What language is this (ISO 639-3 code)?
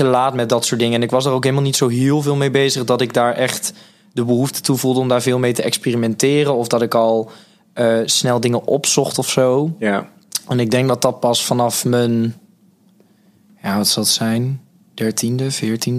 nld